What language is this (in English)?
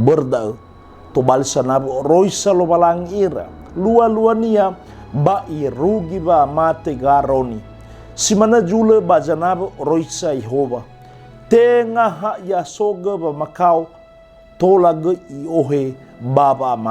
Nias